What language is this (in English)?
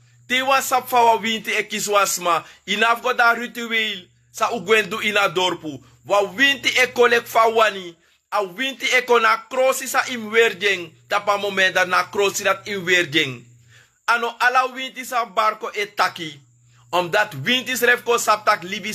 Sranan Tongo